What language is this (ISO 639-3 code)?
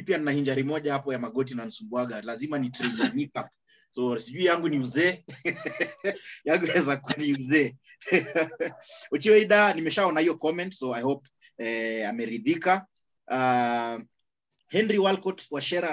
swa